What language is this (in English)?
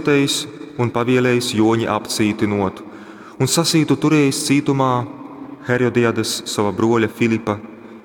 Latgalian